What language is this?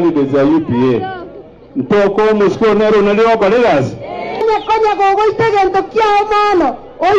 Gusii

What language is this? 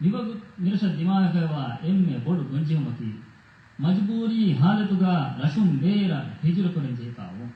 Divehi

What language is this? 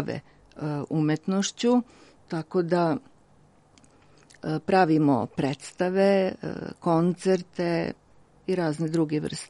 Serbian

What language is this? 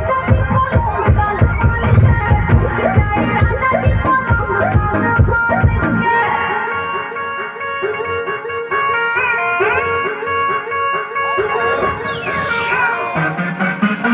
Bhojpuri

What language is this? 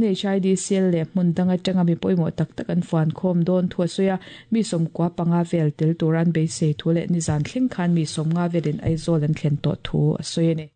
Mizo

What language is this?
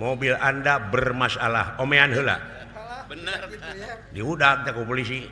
Sundanese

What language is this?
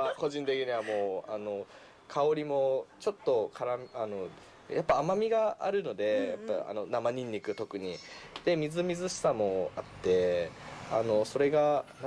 Japanese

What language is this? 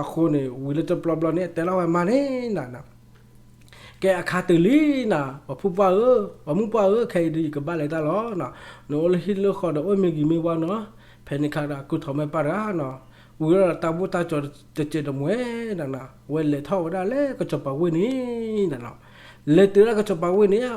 S'gaw Karen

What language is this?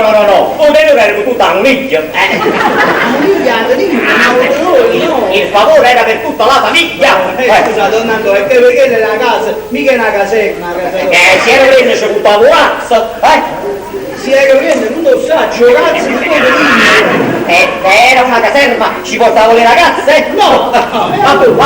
Neapolitan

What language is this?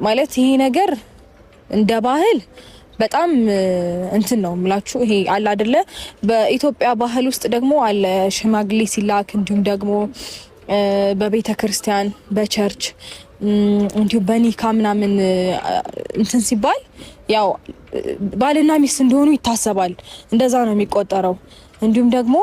Amharic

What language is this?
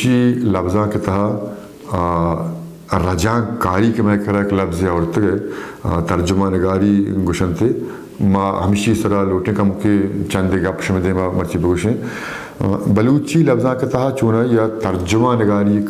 Baluchi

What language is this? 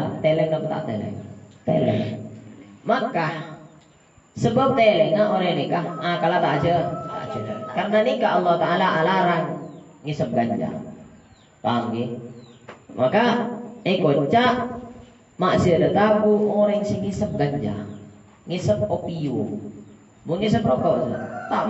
Madurese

